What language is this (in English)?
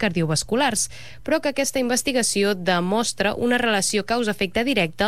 Catalan